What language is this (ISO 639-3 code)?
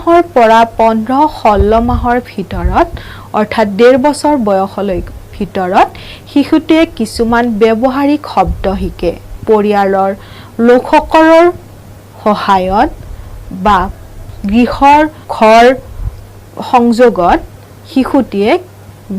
asm